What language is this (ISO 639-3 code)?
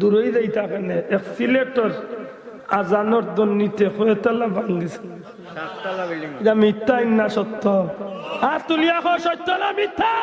syl